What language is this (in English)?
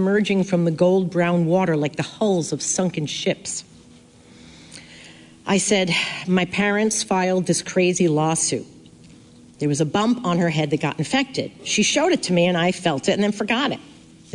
English